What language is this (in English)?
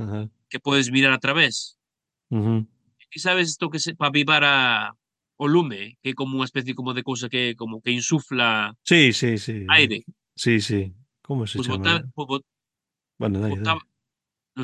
Galician